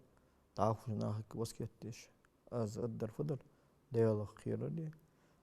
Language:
Ingush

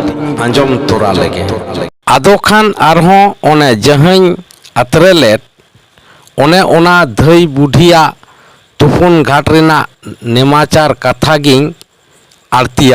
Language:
Santali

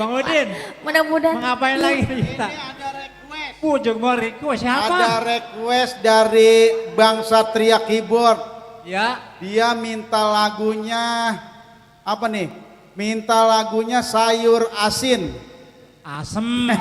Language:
Betawi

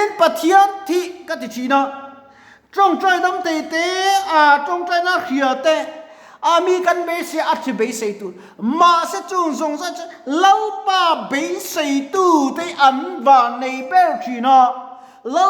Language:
Mizo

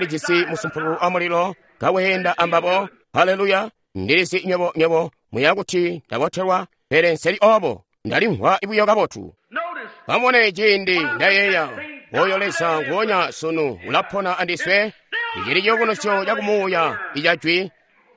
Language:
Tonga (Zambia)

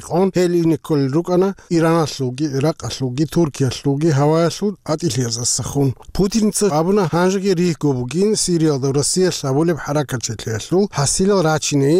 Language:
Avaric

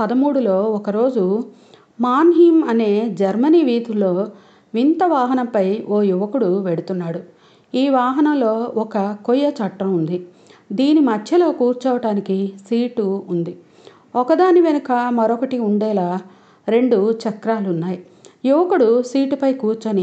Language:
Telugu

